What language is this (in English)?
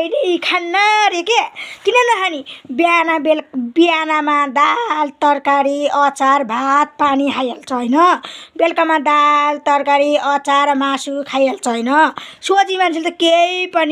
Nepali